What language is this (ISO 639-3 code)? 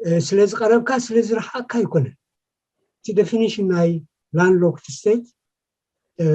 tir